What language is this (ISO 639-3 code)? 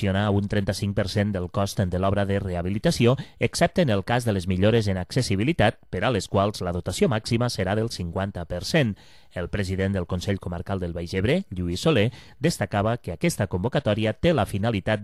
cat